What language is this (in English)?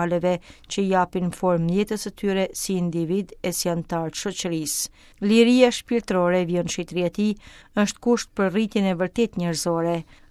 Albanian